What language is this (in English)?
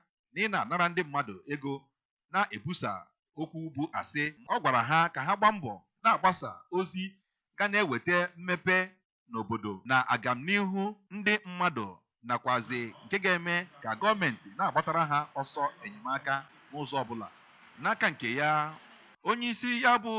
Igbo